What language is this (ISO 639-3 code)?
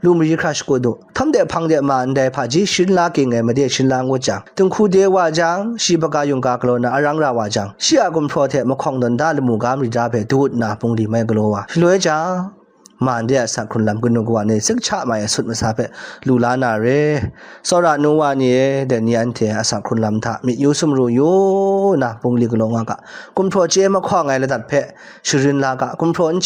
kac